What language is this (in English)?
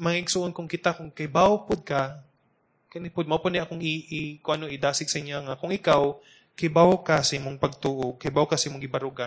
Cebuano